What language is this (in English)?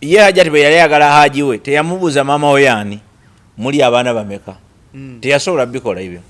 Ganda